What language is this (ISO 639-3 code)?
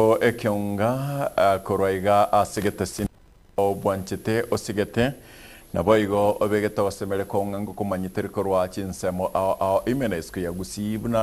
guz